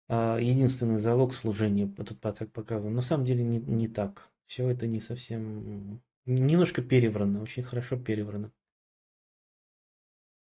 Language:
Russian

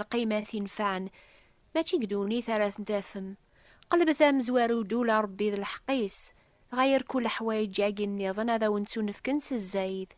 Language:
Kabyle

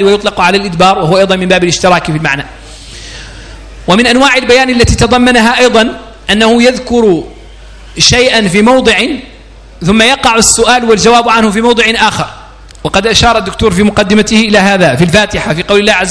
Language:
Arabic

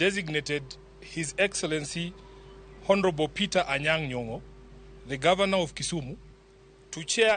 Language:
Luo (Kenya and Tanzania)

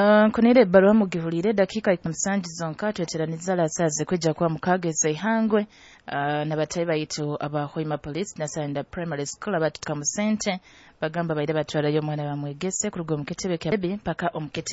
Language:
Nyoro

